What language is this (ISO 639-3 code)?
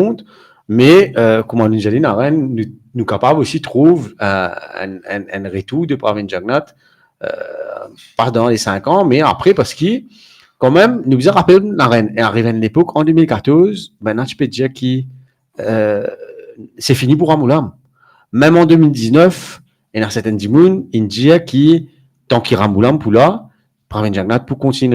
mfe